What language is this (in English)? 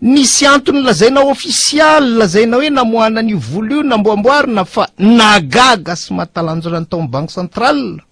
Malagasy